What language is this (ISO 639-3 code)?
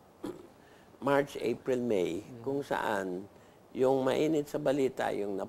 fil